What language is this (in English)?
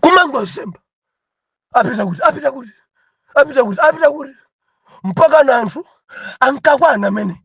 Nyanja